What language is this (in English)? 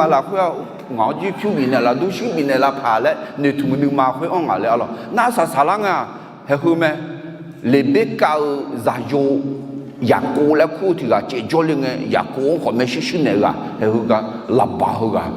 Akha